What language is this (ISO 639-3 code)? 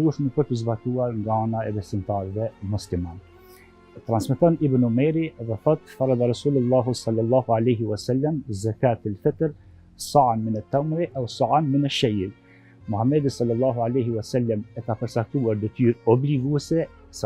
sqi